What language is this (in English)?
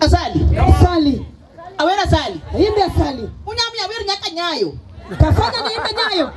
Luo (Kenya and Tanzania)